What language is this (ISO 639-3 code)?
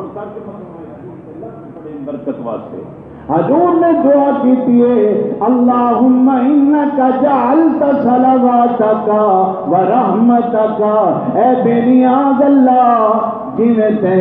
skr